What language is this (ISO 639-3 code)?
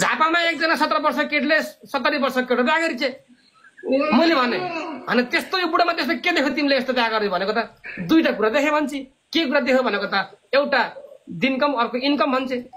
nep